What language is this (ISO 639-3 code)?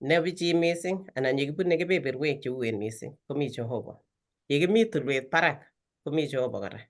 kln